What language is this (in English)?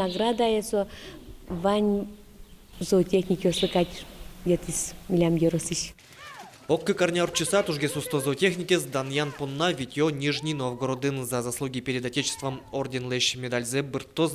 Udmurt